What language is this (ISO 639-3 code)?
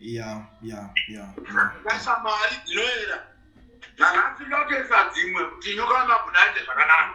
sna